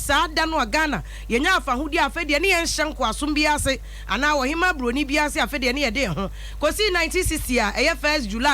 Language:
Akan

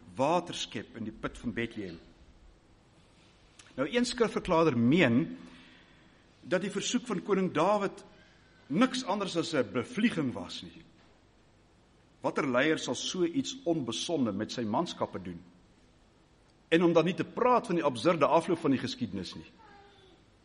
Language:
Afrikaans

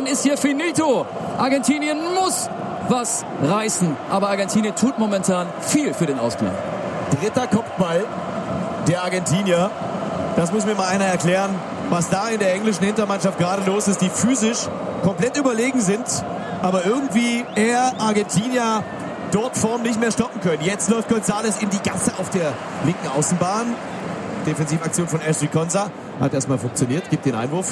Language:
German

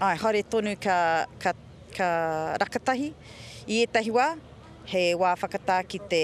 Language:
Māori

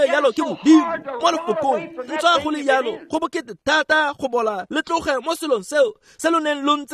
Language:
Tswana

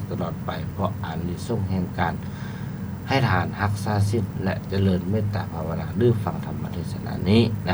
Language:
Lao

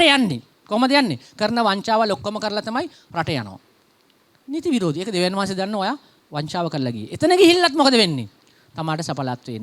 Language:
Sinhala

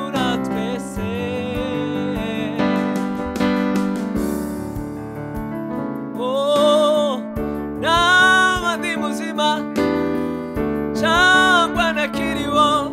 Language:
Kinyarwanda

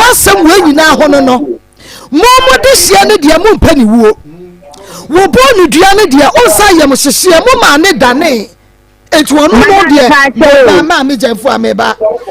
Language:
Akan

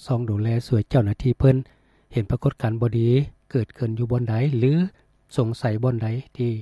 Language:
Lao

